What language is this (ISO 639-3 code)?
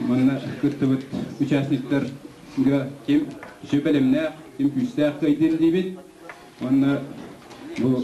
sah